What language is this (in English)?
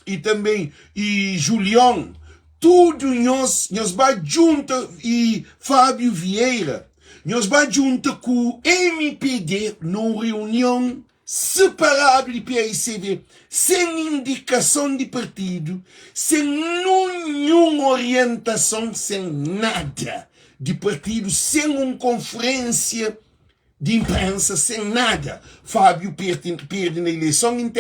Kabuverdianu